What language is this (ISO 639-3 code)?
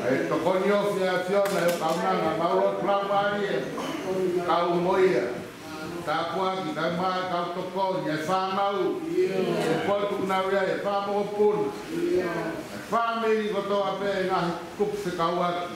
ton